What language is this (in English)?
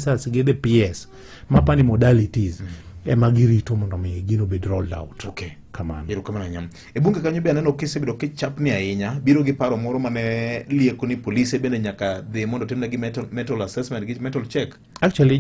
Luo (Kenya and Tanzania)